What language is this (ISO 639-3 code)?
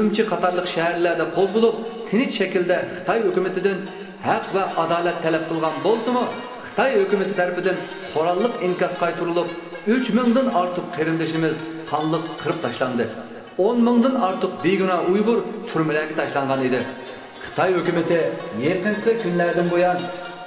uig